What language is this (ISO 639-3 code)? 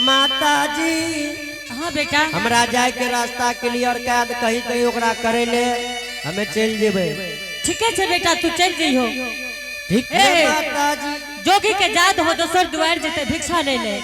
anp